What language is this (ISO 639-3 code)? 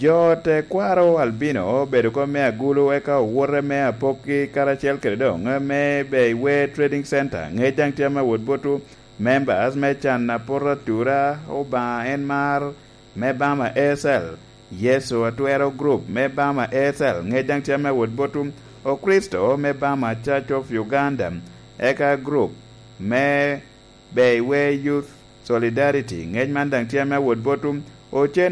laj